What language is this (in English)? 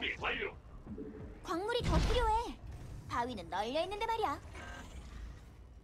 Korean